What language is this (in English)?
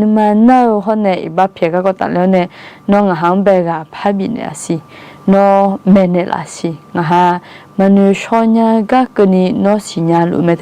Akha